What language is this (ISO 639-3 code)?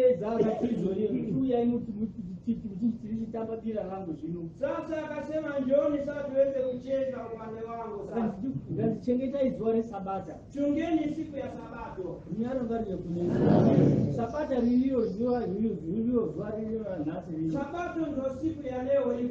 sna